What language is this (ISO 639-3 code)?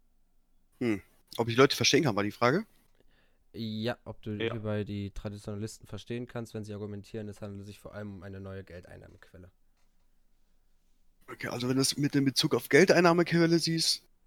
deu